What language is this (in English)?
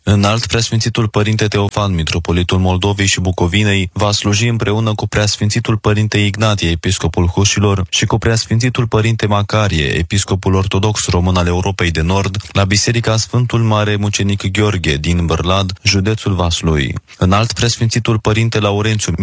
Romanian